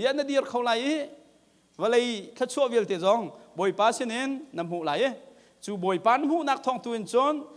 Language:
Hakha Chin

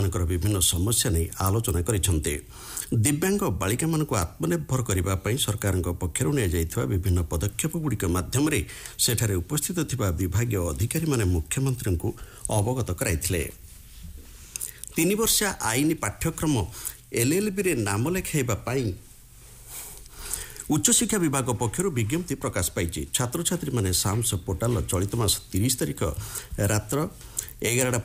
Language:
Odia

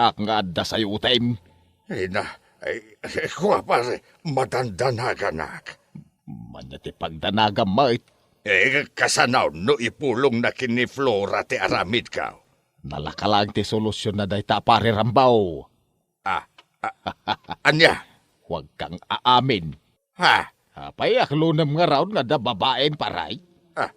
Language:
Iloko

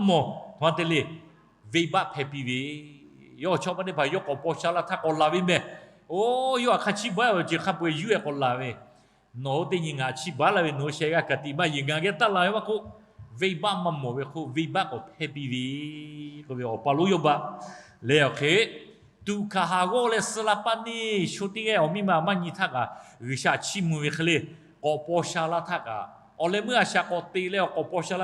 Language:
Lahu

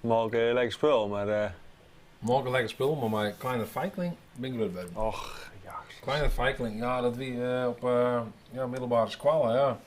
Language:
Western Frisian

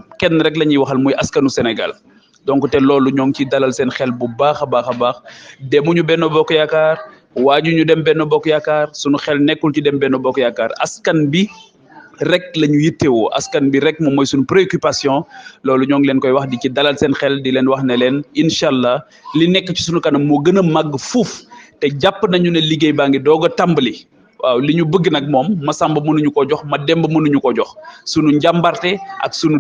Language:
Wolof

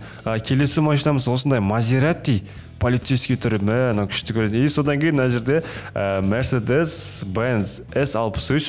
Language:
Kazakh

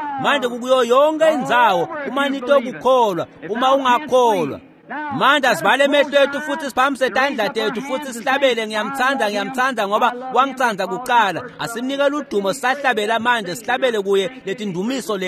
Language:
Swati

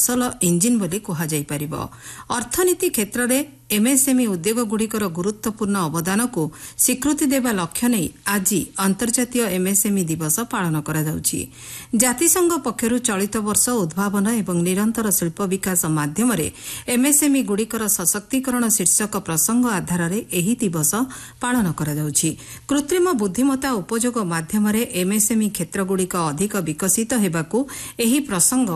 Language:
Odia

